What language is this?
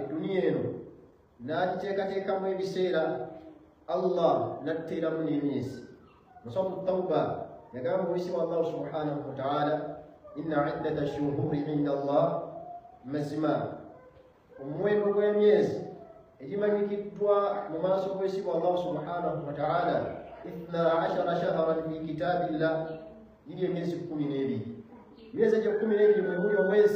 Ganda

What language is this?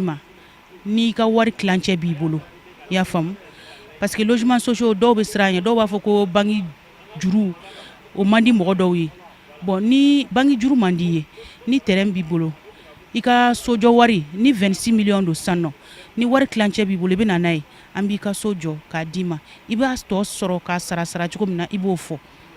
Bambara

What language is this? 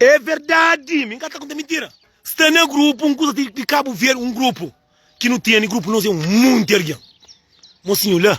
Kabuverdianu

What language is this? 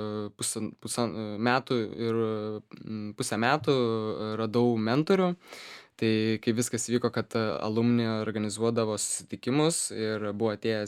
Lithuanian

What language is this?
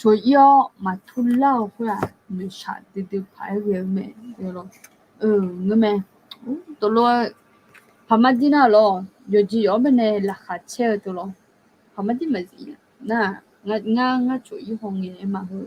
Akha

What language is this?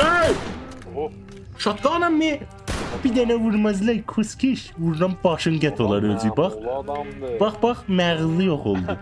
South Azerbaijani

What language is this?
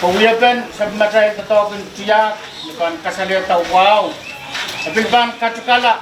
Pohnpeian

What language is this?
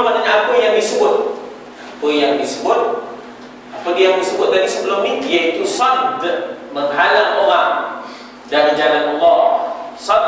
Malay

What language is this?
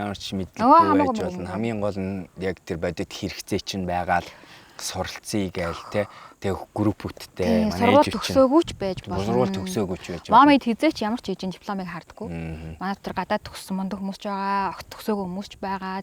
Mongolian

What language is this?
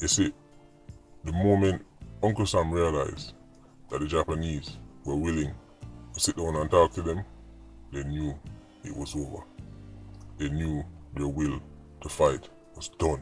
Jamaican Creole English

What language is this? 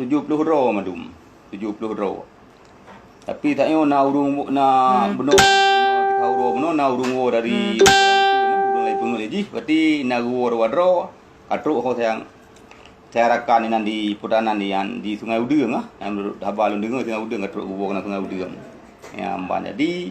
Achinese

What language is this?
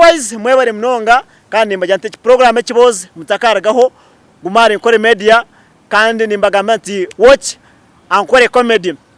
Nyankole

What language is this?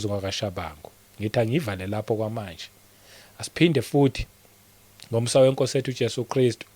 Zulu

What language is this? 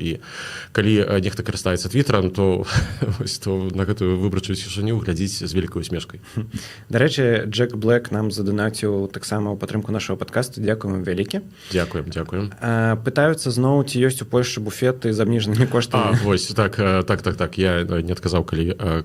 Belarusian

